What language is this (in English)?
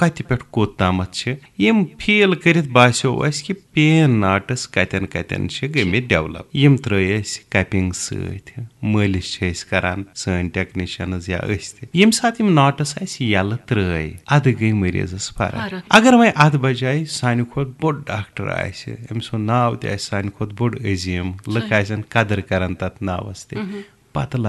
Kashmiri